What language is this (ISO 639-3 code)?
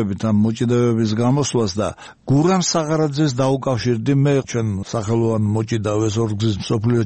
kat